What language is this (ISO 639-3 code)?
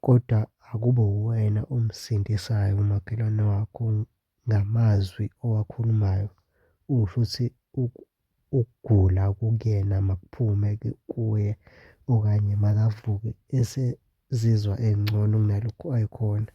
zul